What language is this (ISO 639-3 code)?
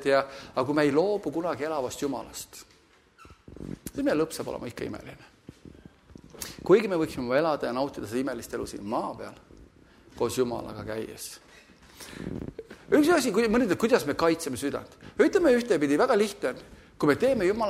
est